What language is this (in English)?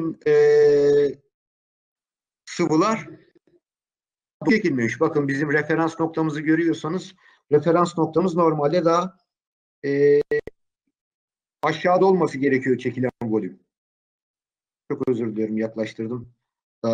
Turkish